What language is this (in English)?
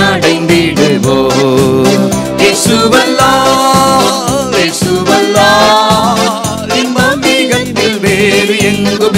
Tamil